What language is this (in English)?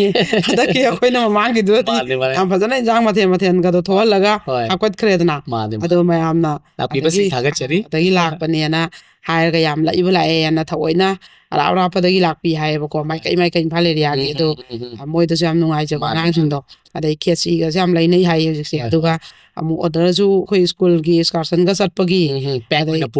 Manipuri